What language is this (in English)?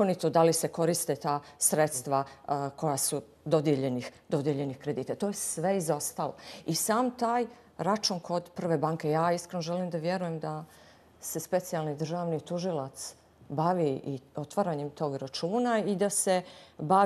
Bosnian